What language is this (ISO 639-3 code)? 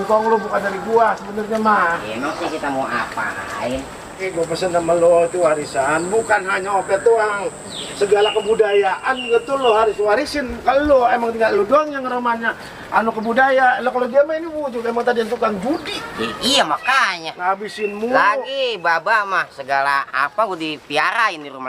bew